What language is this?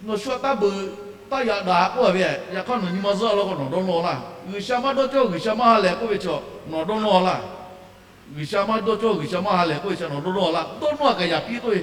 Lahu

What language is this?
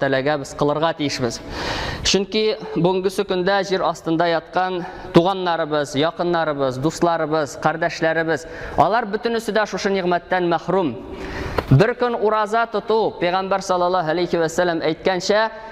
Tatar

